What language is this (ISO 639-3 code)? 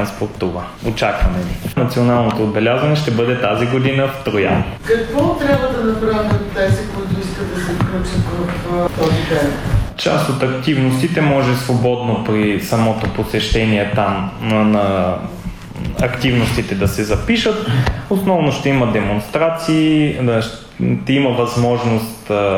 bul